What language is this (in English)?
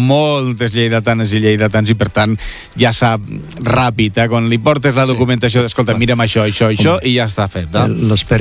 Catalan